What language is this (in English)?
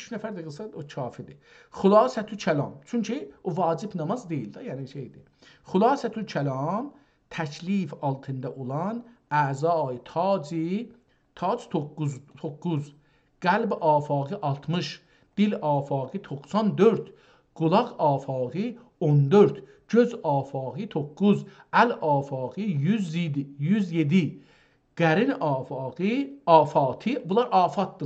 South Azerbaijani